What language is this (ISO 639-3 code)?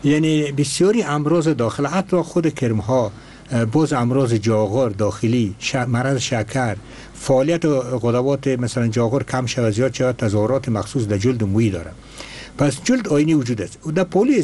fas